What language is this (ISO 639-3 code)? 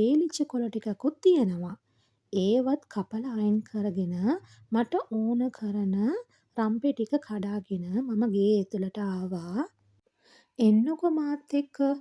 sin